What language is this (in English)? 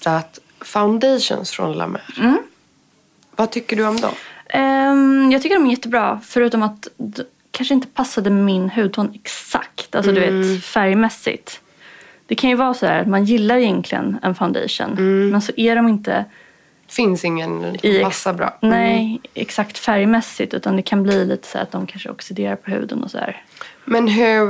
Swedish